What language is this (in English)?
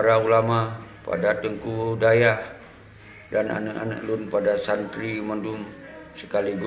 Achinese